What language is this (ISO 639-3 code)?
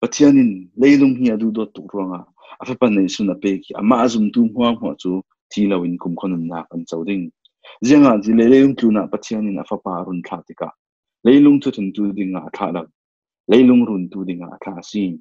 cfm